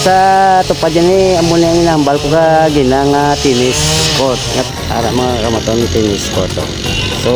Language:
Hiligaynon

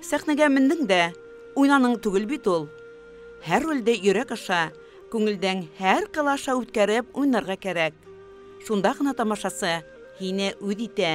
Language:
Bashkir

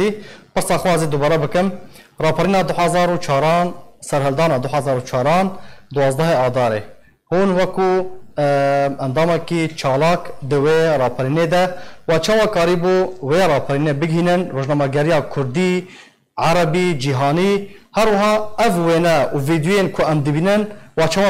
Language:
Kurdish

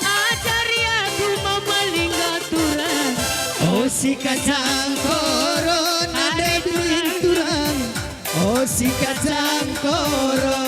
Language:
Batak Karo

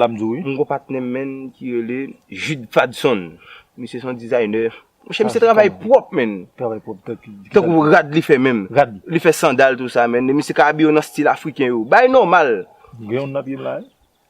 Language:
Haitian Creole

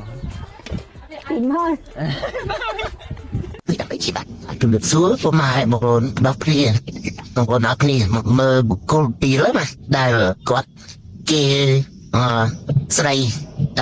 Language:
Khmer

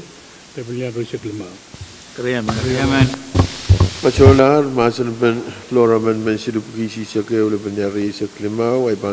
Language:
Pohnpeian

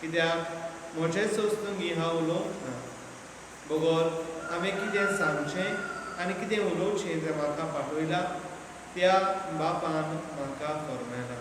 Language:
Konkani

